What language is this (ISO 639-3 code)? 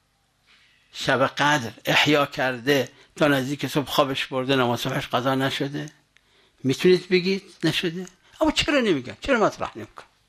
fas